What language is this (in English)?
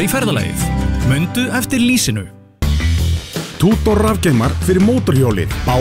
Icelandic